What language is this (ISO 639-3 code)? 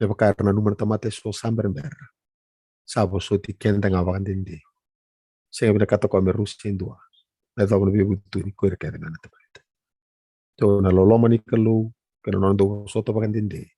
fij